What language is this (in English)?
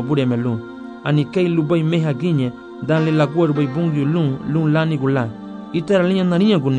Garifuna